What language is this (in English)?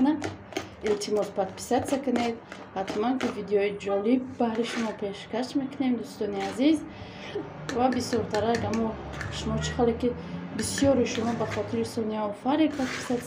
Tajik